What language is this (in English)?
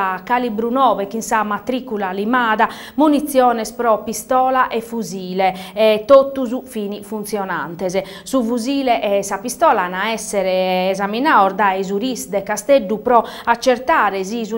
Sardinian